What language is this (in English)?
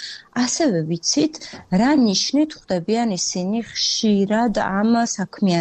Georgian